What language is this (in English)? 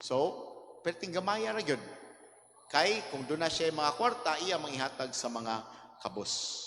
Cebuano